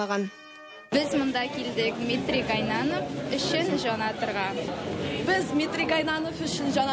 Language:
Tatar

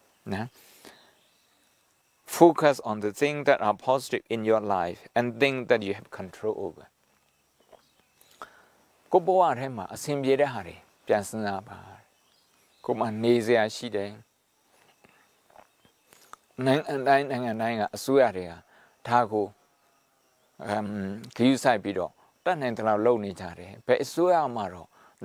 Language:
Burmese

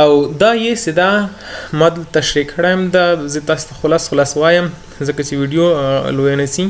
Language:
Pashto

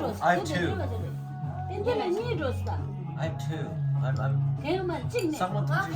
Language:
Tibetan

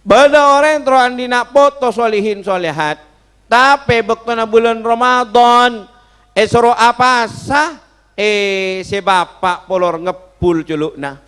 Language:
Madurese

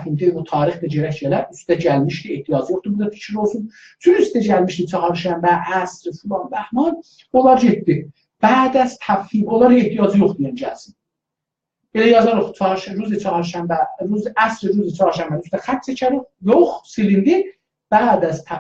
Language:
South Azerbaijani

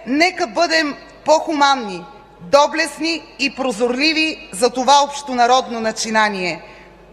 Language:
Bulgarian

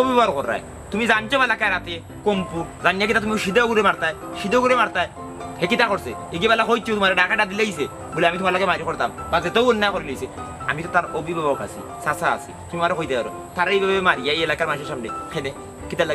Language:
Sylheti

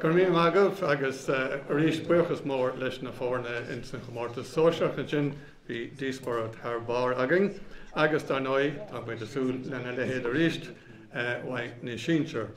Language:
Irish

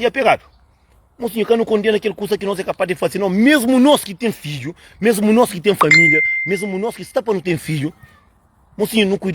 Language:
Kabuverdianu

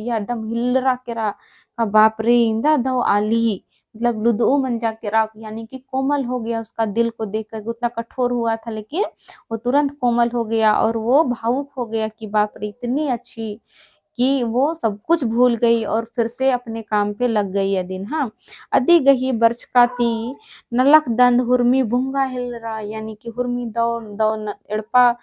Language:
Kurukh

